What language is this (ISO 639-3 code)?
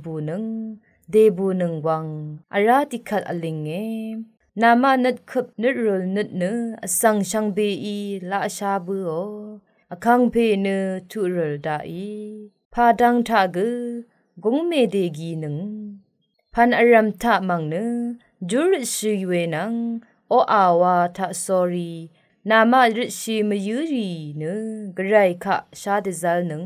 raw